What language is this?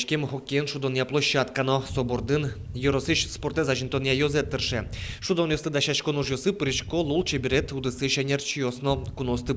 Udmurt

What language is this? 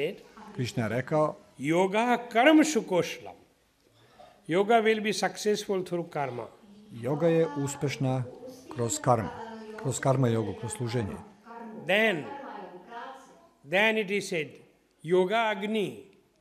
Serbian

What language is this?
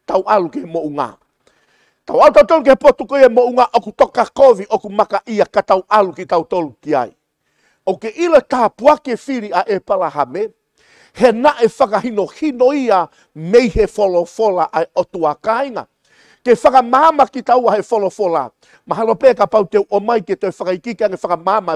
Tongan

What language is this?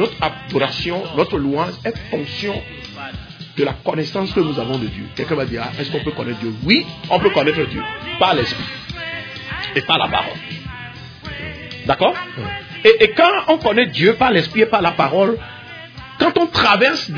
French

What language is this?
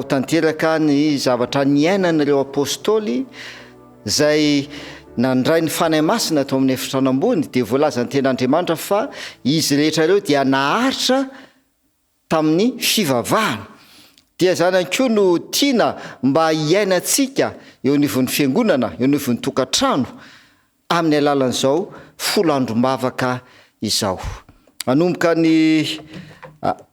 Malagasy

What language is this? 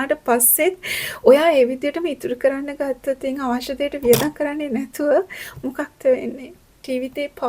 Sinhala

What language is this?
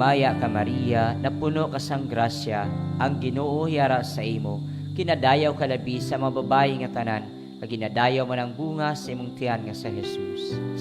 Hiligaynon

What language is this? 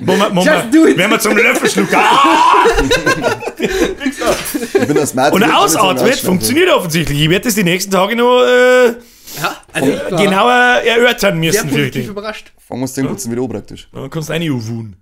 Bavarian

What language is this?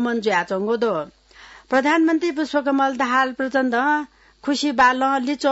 Newari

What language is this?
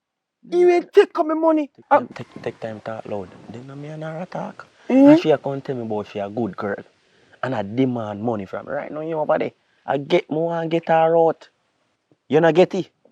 Jamaican Creole English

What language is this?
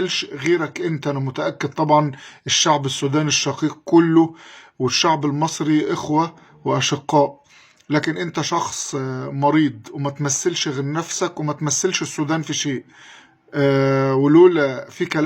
Egyptian Arabic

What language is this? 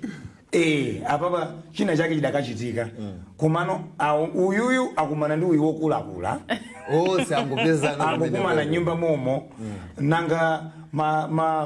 Nyanja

